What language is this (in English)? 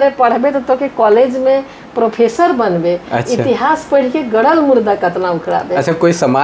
Sadri